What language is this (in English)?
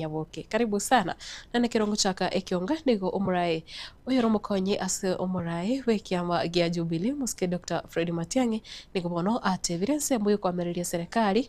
Gusii